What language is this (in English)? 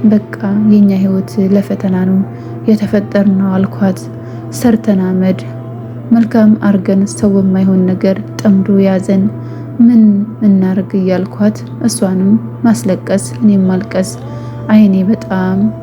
Amharic